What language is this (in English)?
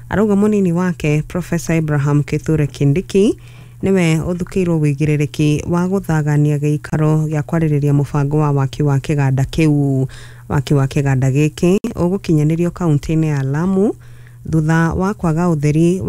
Kikuyu